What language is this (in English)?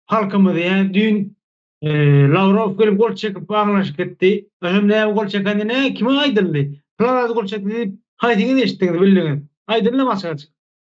Turkmen